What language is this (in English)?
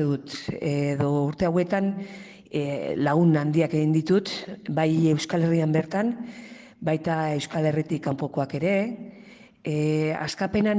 Basque